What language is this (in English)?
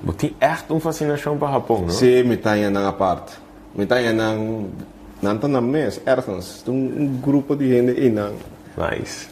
Papiamento